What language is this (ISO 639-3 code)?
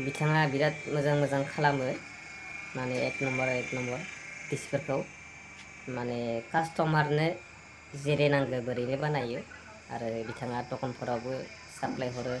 brx